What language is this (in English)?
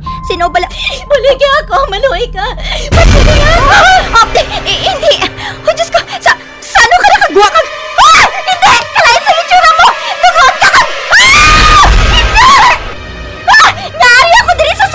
Hiligaynon